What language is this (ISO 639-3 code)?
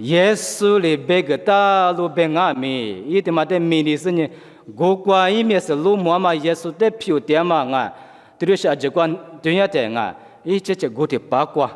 lis